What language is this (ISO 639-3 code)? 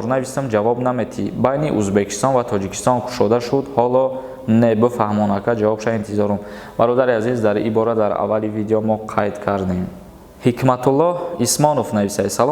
tgk